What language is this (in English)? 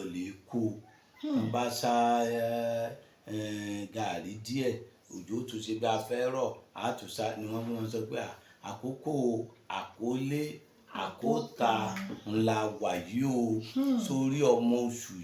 Yoruba